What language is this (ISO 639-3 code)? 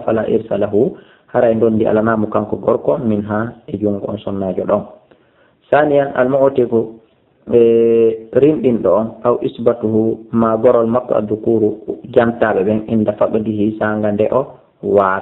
ful